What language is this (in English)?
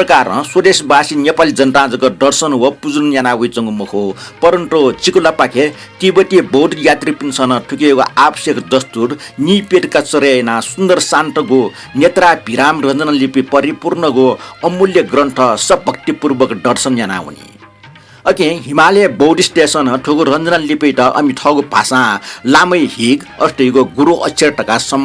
Newari